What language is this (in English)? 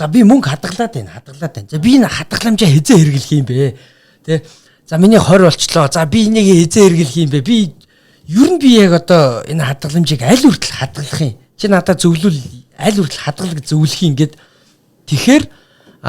Mongolian